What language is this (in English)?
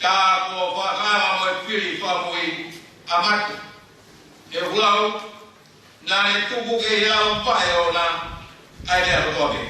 Tongan